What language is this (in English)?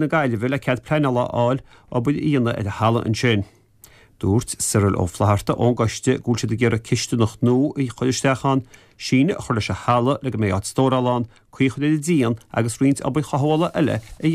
Irish